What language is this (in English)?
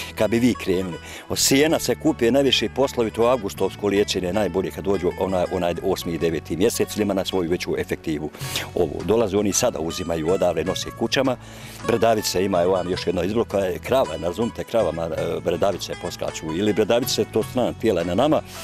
Bosnian